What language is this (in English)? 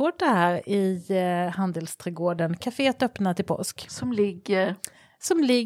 Swedish